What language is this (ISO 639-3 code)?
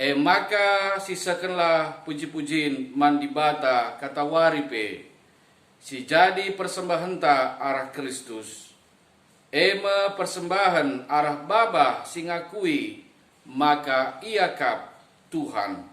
btx